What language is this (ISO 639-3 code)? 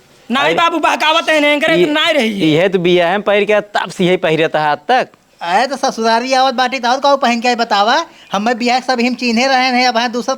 awa